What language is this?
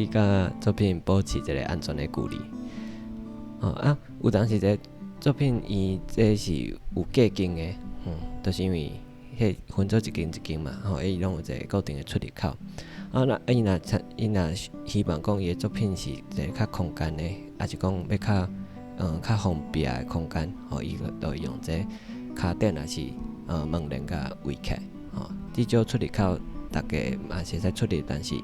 Min Nan Chinese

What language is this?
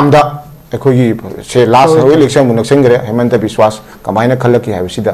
Manipuri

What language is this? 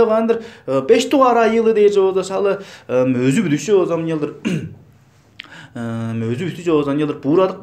Tuvinian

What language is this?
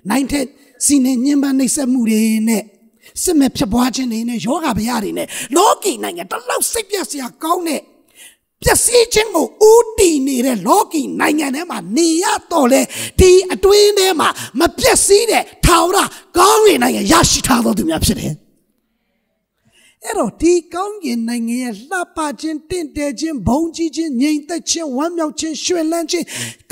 Burmese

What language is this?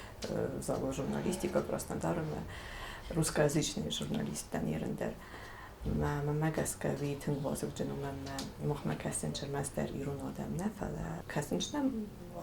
Ossetic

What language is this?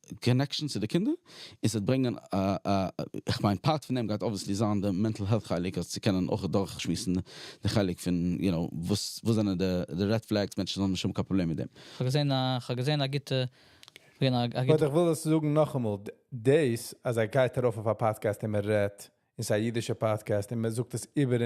Yiddish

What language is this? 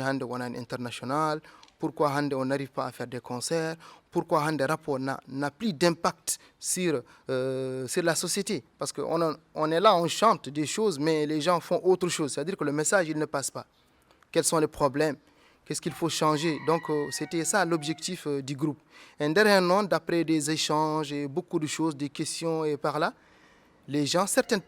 Fula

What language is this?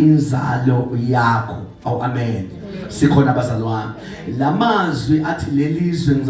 Zulu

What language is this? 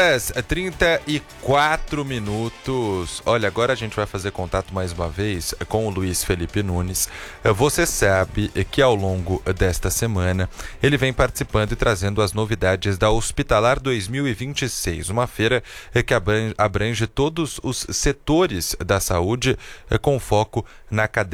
Portuguese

